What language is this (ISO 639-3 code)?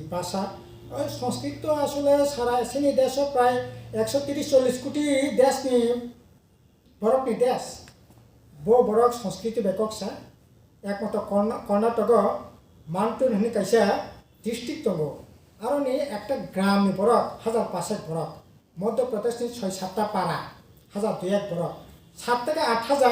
trp